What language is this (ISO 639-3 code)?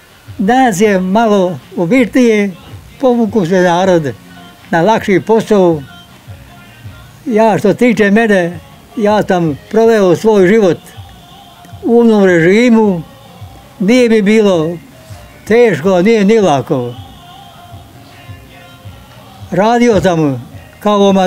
bos